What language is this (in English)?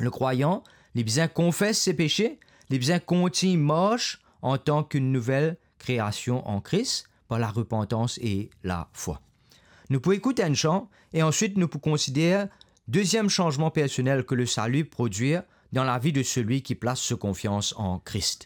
Morisyen